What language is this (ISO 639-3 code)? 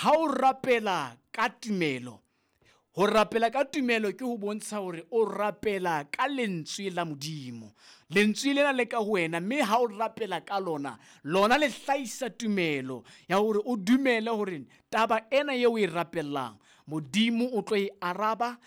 sot